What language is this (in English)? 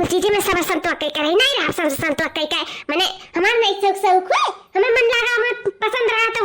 Awadhi